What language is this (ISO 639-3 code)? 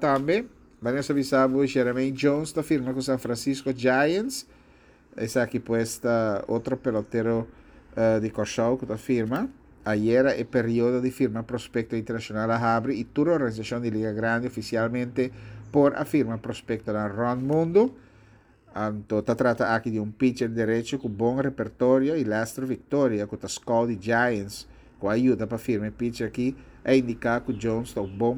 pap